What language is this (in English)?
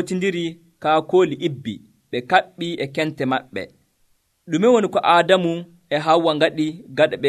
Nigerian Fulfulde